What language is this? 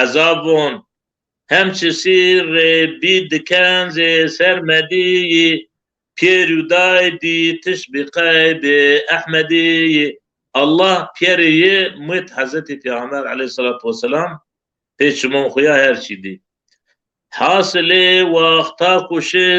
Zaza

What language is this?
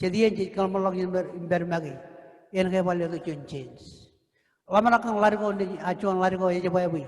Marshallese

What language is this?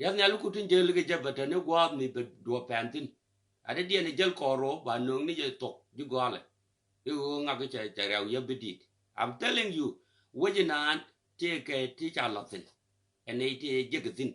Nuer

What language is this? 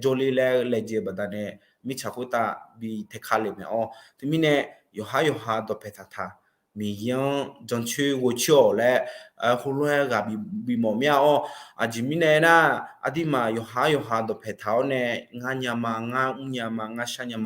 Akha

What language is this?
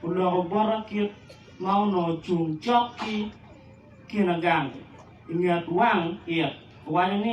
Acoli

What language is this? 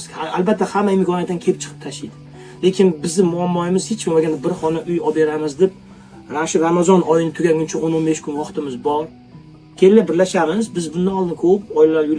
Uzbek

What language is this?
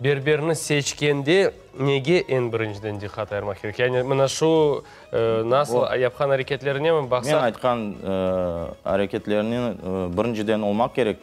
Crimean Tatar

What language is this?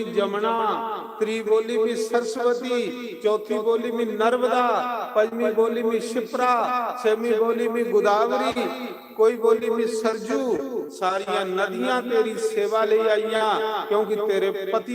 Dogri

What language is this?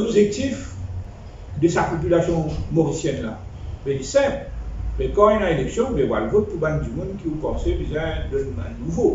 Morisyen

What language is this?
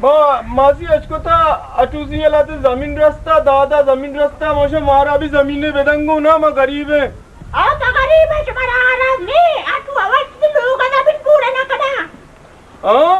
Baluchi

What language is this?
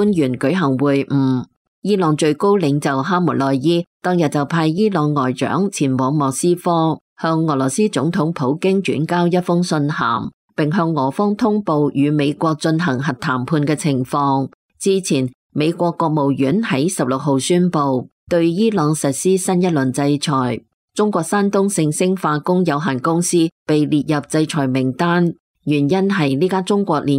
Cantonese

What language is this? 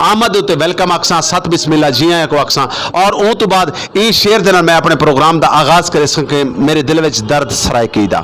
Saraiki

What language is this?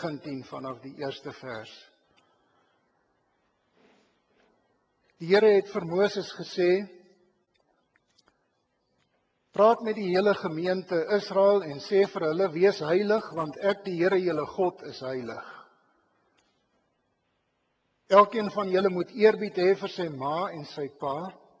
Afrikaans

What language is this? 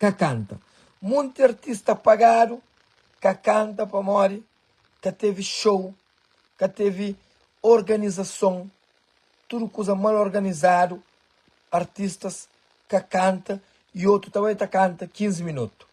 Kabuverdianu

